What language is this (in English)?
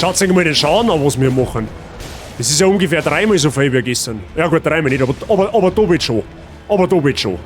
Bavarian